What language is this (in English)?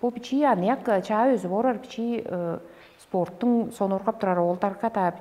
Tuvinian